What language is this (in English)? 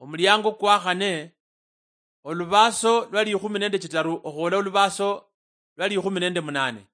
Luyia